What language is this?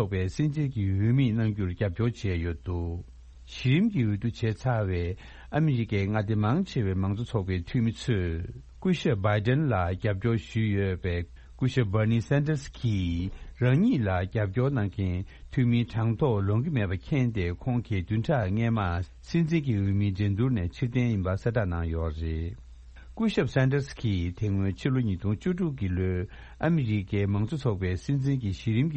Tibetan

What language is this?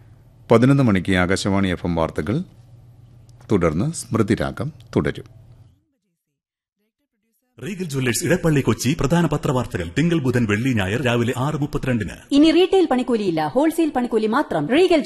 Malayalam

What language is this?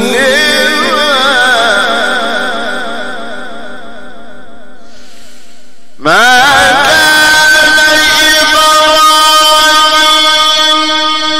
Arabic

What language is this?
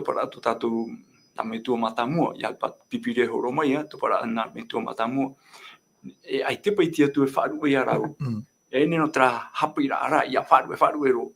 Tahitian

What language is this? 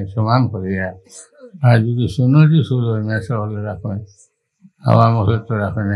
Sylheti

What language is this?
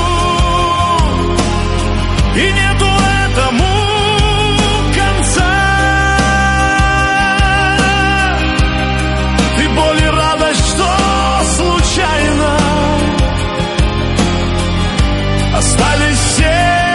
Russian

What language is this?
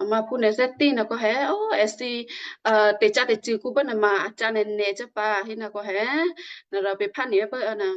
Western Kayah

